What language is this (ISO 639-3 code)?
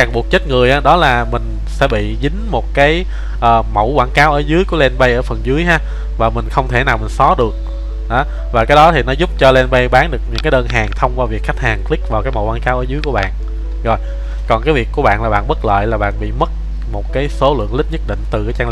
vie